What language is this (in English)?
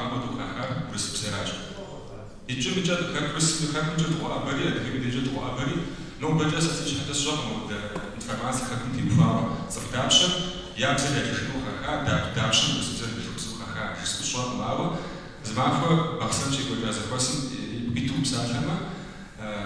Kabardian